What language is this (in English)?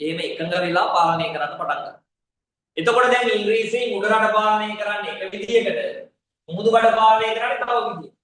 Sinhala